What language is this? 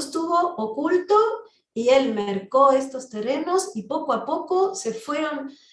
Ladino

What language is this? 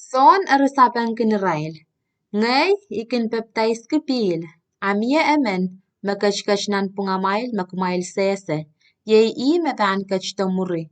Pohnpeian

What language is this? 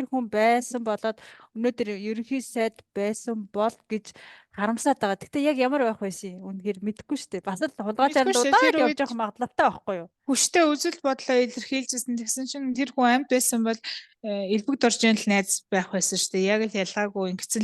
Mongolian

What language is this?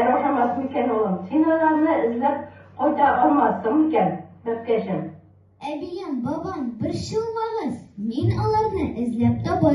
Tatar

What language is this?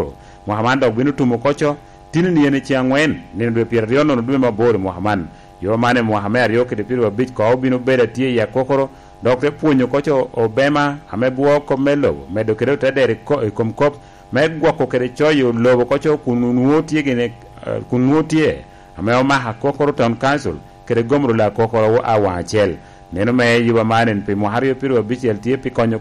Lango (Uganda)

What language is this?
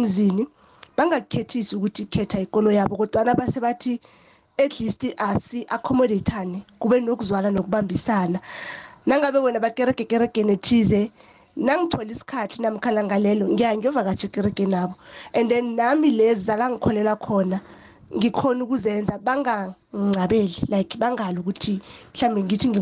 South Ndebele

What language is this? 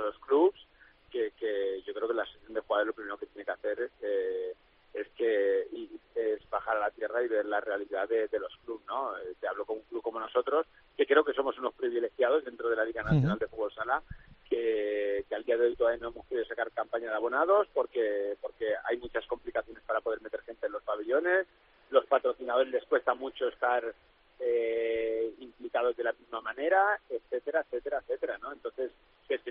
Spanish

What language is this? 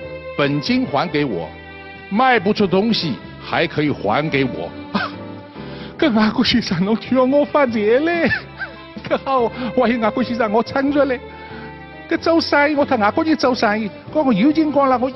Wu Chinese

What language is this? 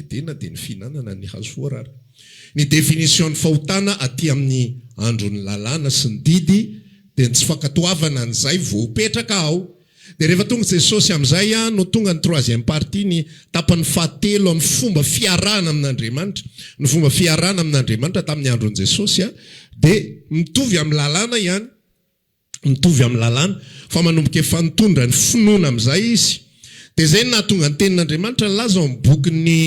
Malagasy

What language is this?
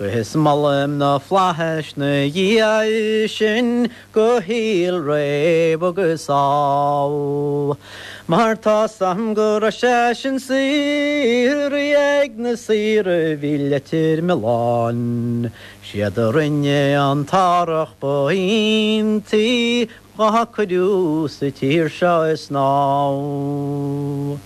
Irish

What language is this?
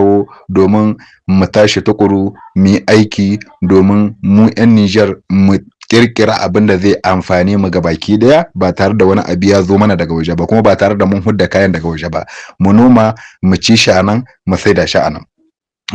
Hausa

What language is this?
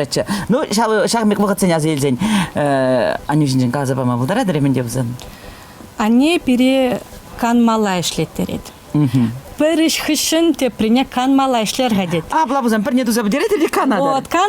Chuvash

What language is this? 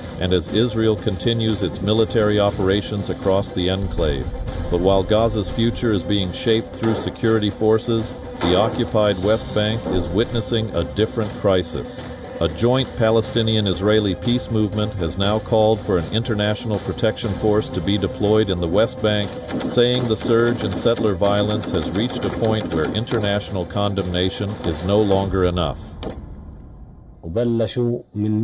English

